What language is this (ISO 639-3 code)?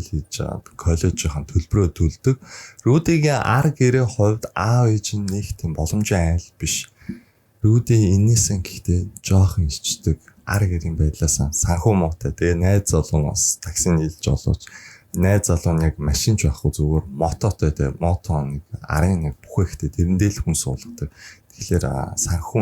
mon